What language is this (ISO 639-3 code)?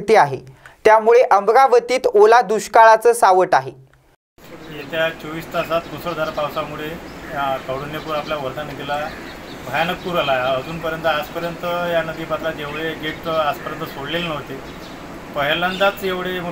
mar